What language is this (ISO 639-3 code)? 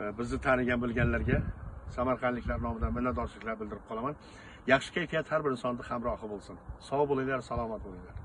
uzb